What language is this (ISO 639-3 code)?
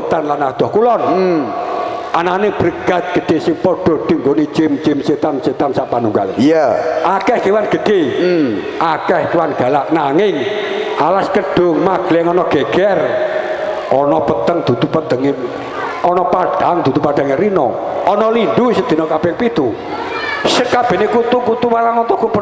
jav